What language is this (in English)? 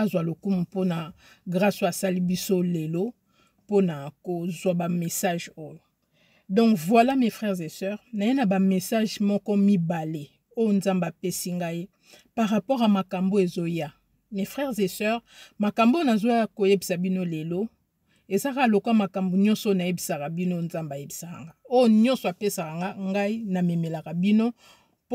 Lingala